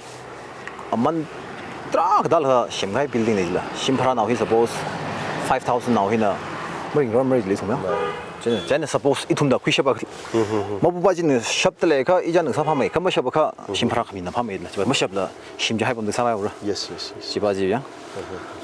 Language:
Tangkhul Naga (India)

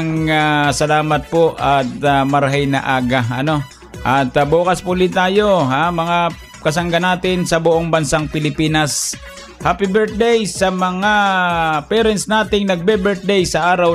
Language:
Filipino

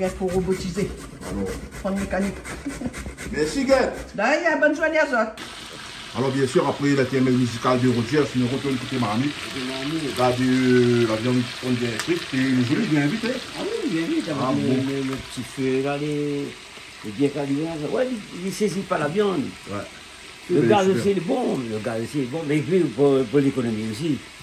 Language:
Réunion Creole French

